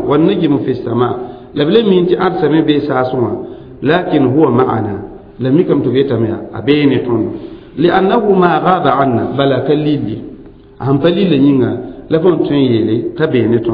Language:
Mossi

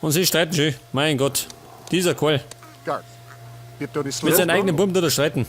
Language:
Bavarian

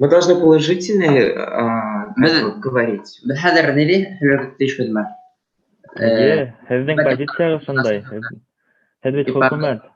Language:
Bashkir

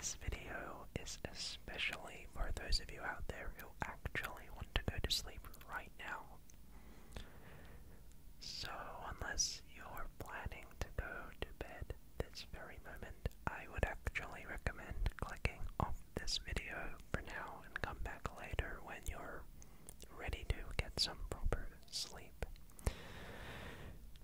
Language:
English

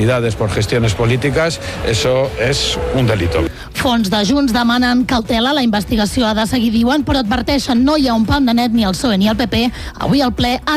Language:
Catalan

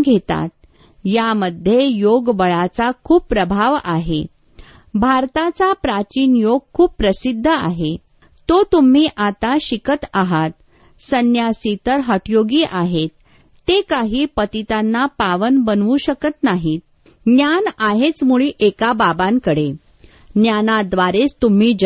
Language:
Marathi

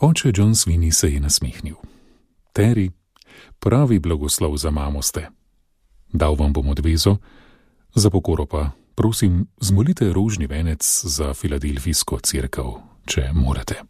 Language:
Slovenian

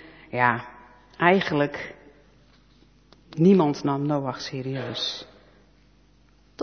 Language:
Dutch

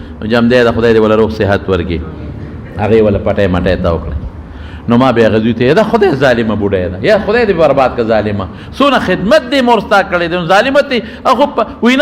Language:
Pashto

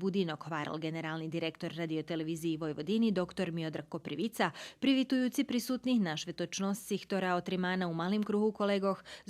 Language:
Rusyn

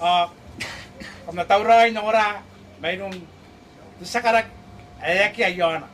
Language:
Gilbertese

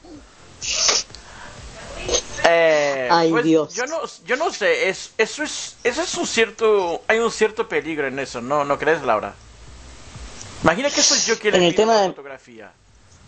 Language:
Spanish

